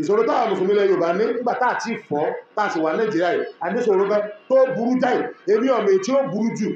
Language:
Yoruba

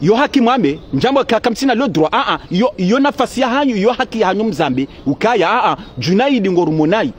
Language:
Ngazidja Comorian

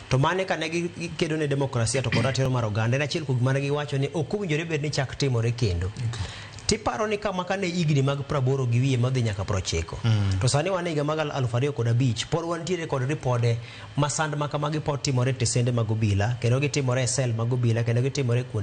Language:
Luo (Kenya and Tanzania)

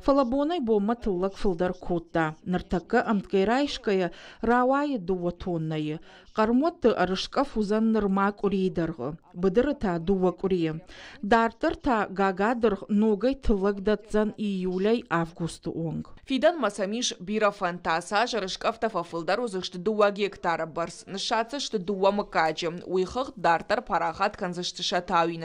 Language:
Ossetic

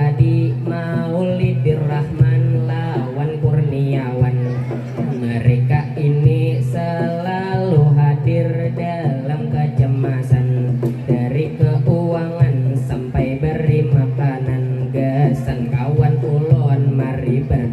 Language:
Banjar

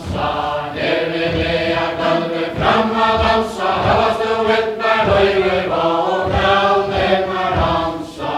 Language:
Faroese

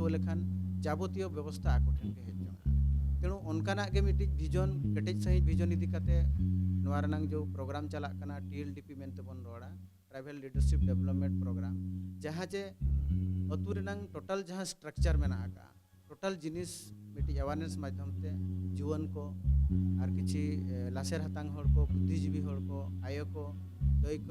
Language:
Santali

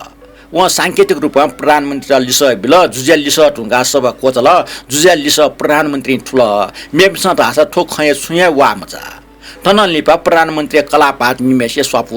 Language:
Newari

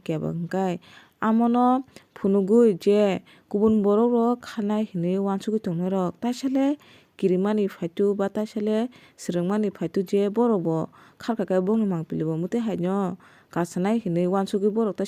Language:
Kok Borok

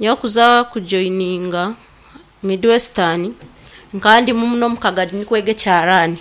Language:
Nyankole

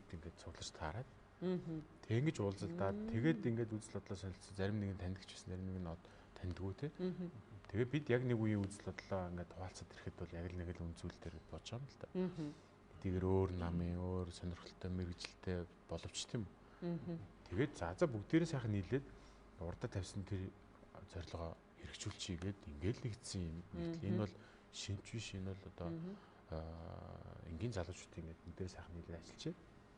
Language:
Mongolian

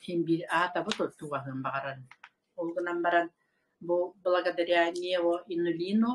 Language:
Yakut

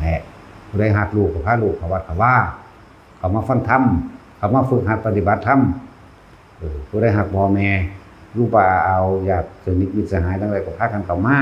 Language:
Northeastern Thai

